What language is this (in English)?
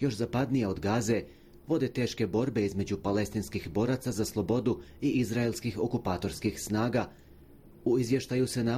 Bosnian